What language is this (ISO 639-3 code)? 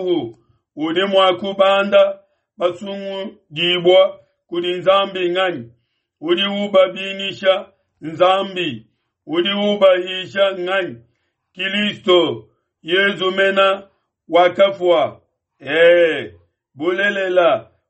lua